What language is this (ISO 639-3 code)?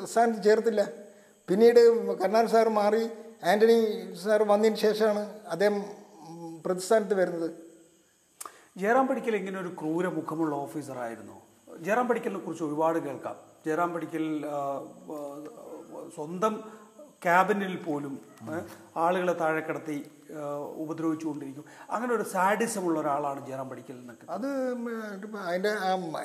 mal